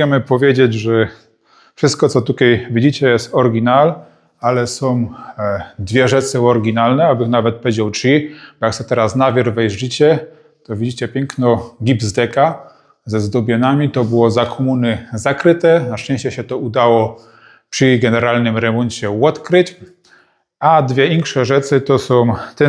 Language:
Silesian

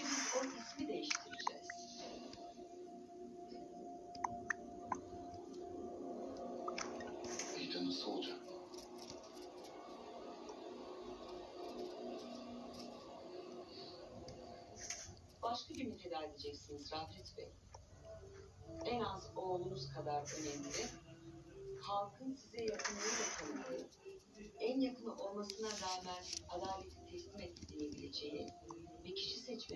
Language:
Turkish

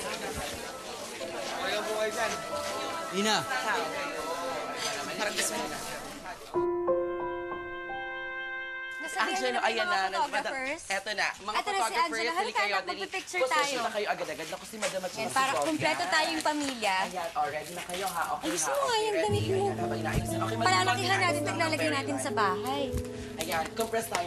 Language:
Filipino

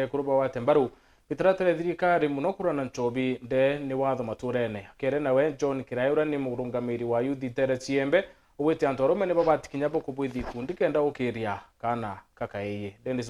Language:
Meru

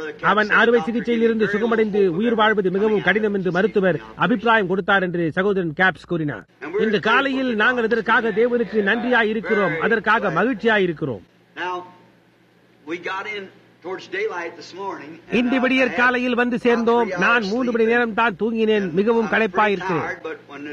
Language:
Tamil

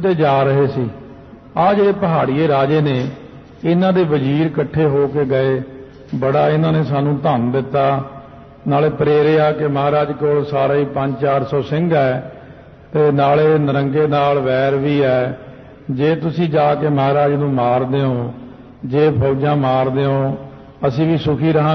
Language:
Punjabi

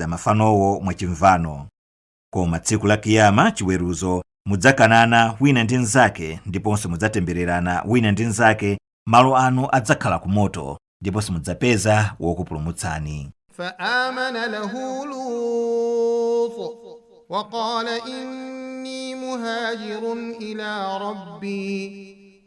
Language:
Nyanja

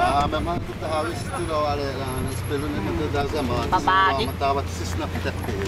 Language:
Xavánte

